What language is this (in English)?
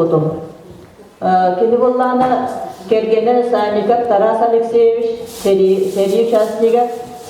Yakut